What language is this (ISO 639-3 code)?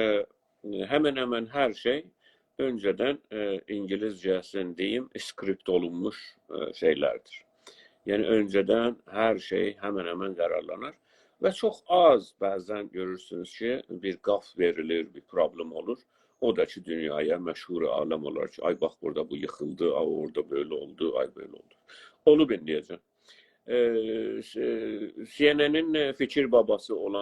azb